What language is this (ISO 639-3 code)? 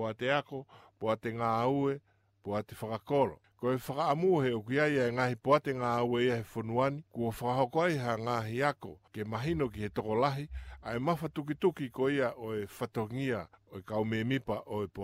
ton